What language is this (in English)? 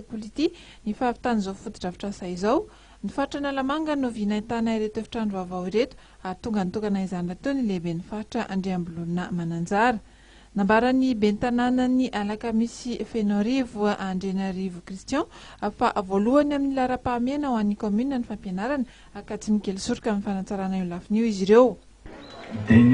Malagasy